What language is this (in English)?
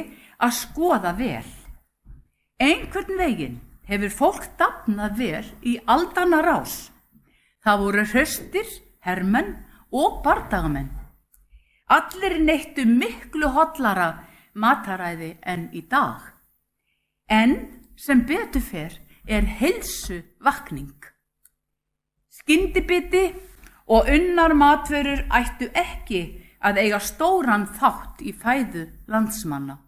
Icelandic